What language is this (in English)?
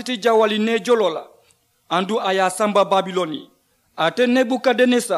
Mandingo